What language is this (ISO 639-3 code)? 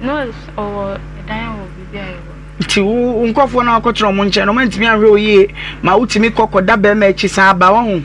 aka